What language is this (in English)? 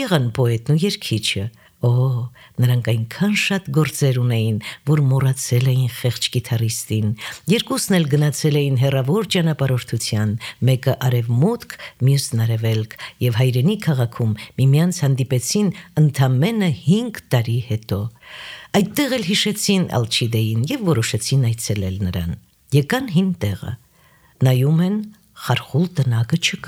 Armenian